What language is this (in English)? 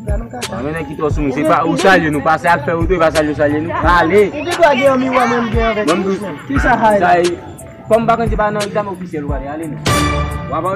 Haitian Creole